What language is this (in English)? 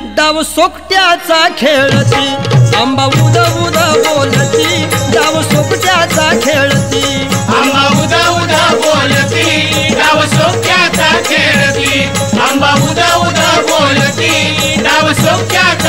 Marathi